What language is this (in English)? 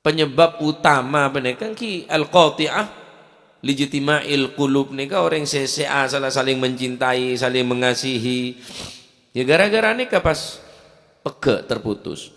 Madurese